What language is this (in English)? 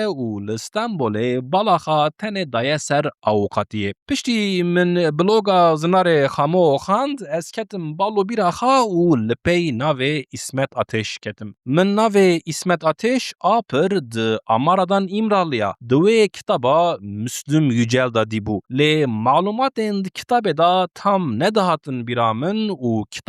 Kurdish